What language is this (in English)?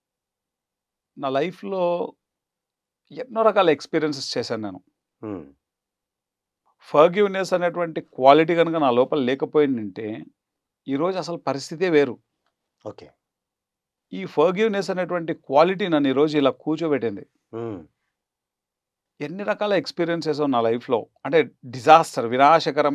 Telugu